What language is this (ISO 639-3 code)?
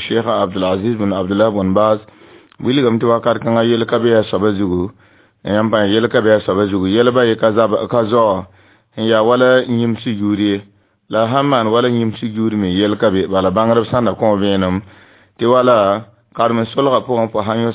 mos